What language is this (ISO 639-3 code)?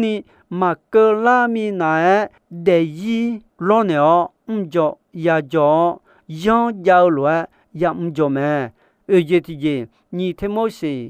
ahk